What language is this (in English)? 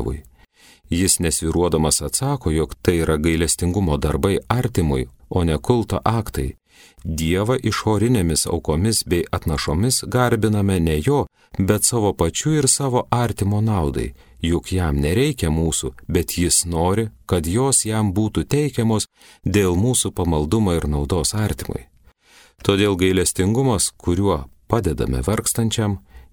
Lithuanian